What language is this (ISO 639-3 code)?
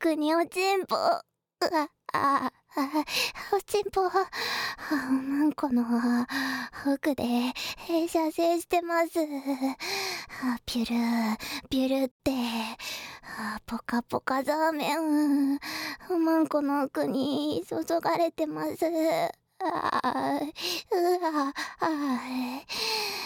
jpn